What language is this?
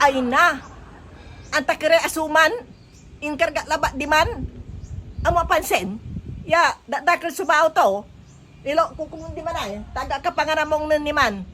Pangasinan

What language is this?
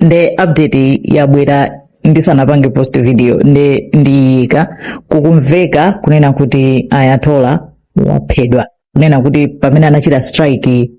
Nyanja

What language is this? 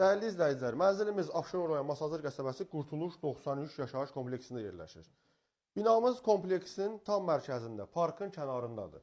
Azerbaijani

